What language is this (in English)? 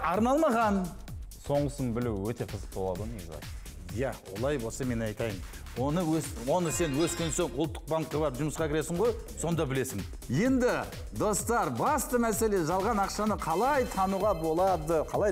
Kazakh